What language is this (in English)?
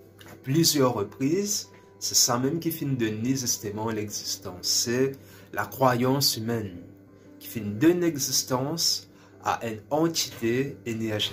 Morisyen